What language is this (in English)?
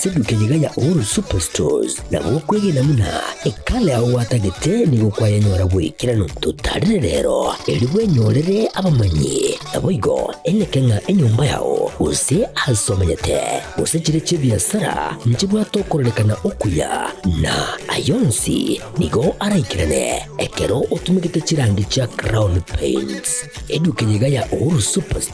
Gusii